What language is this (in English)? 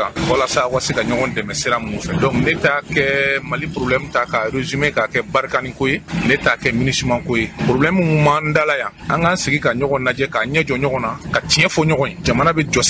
Bambara